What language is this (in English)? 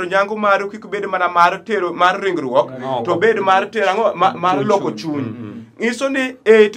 Luo (Kenya and Tanzania)